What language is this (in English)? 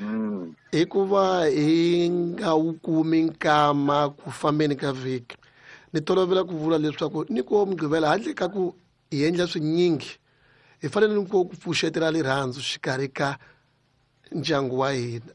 Tsonga